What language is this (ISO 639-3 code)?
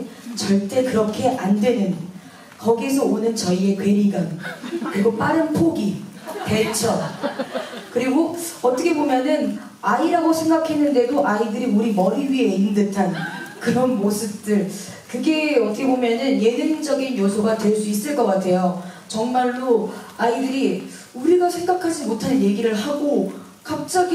kor